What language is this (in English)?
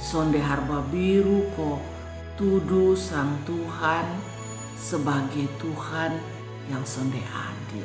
Kupang Malay